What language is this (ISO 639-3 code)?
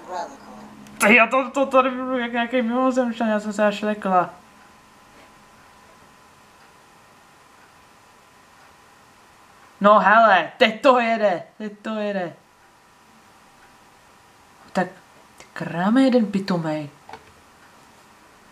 ces